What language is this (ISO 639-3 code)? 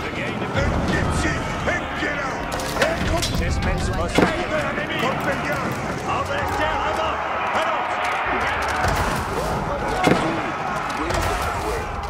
fra